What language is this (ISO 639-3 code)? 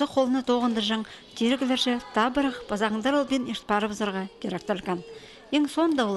kjh